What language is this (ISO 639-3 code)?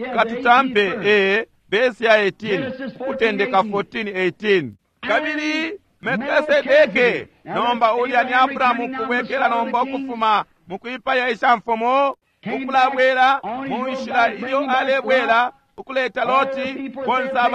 bem